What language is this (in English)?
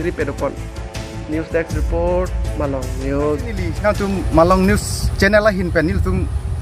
Karbi